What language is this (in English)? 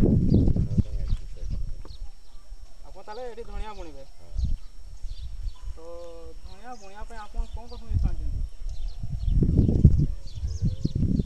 Odia